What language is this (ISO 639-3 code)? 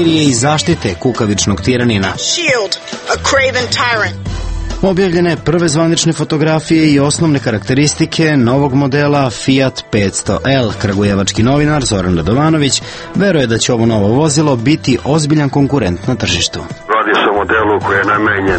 srp